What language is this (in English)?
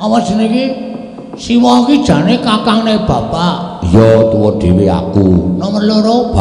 Javanese